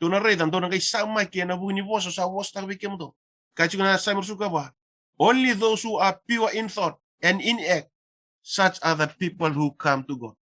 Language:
Fijian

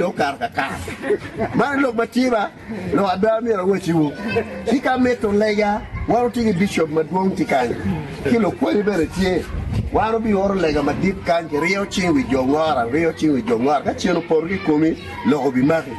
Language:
Acoli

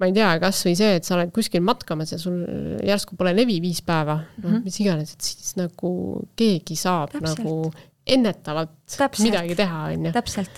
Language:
Estonian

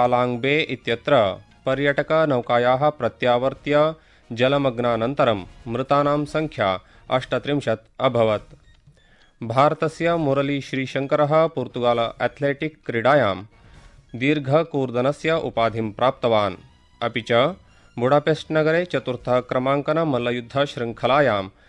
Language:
Sanskrit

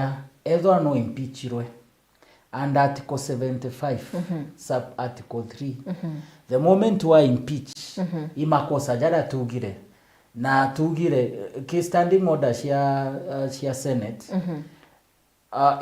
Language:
Meru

